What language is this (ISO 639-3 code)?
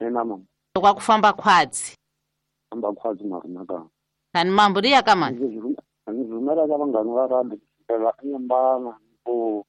tso